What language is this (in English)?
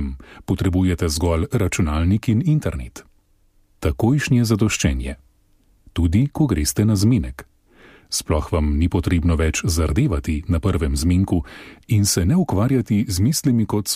Slovenian